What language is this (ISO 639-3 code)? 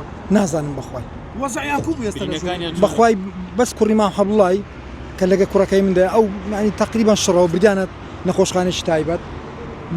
ckb